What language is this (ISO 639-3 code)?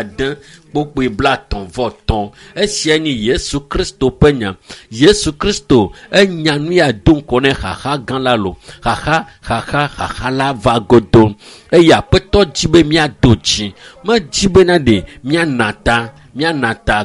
ewe